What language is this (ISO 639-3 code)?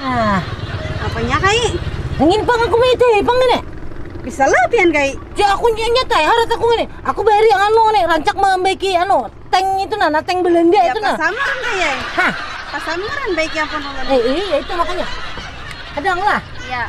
bjn